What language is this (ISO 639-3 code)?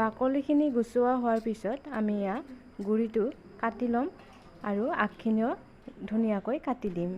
asm